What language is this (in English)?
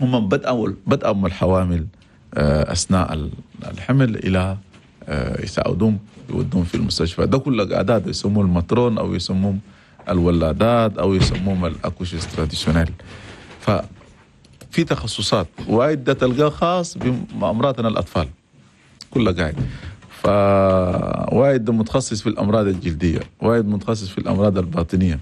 Chadian Arabic